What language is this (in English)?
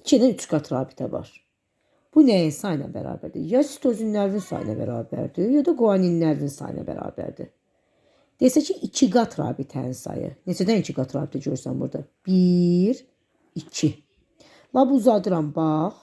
Azerbaijani